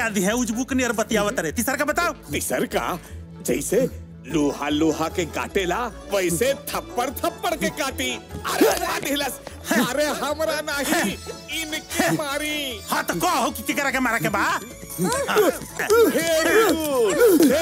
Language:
Bhojpuri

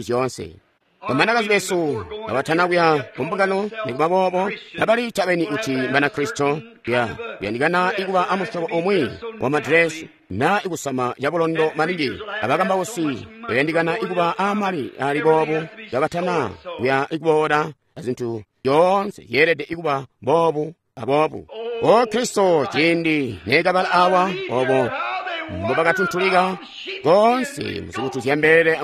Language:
Tonga (Zambia)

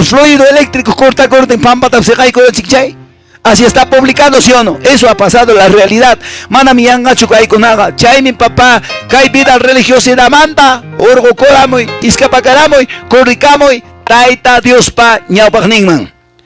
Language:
Quechua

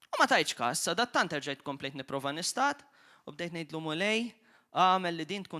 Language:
Maltese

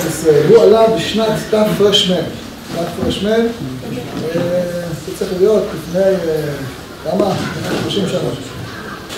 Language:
Hebrew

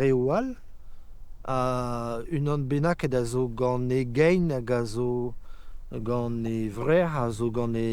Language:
Breton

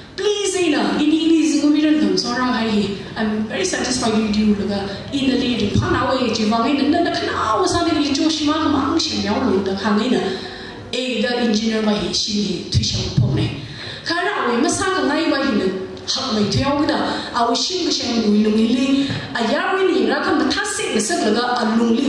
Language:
Tangkhul Naga (India)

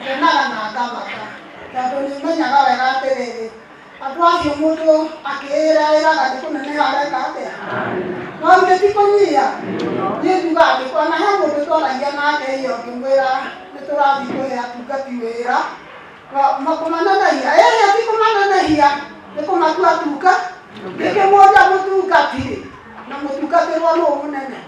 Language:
Kikuyu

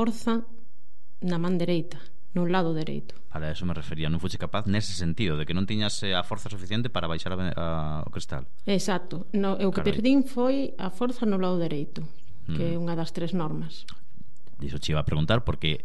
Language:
Galician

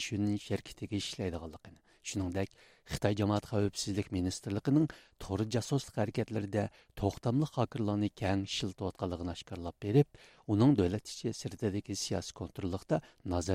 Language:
Uyghur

